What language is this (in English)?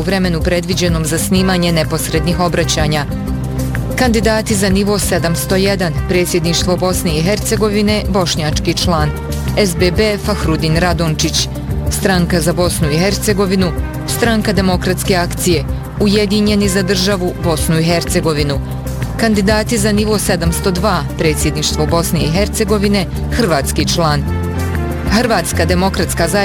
Bosnian